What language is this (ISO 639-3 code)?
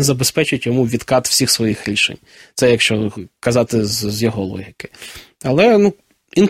ukr